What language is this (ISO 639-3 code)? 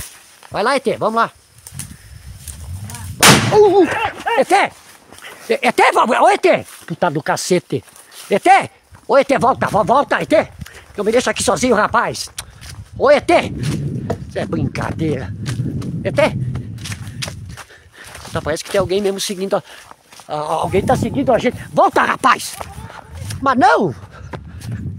por